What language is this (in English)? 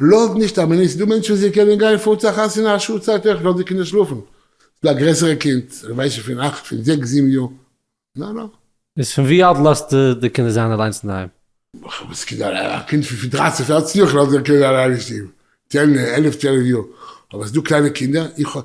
Yiddish